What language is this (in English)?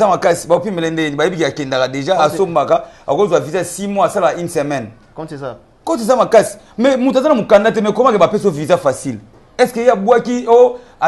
Lingala